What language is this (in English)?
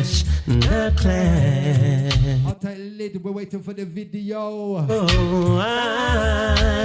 Jamaican Creole English